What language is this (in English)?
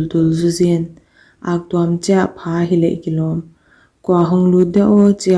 Paite Chin